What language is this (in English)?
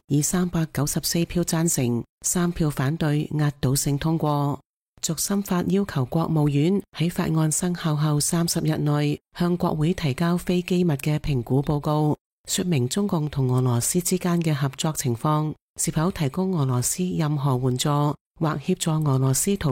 Cantonese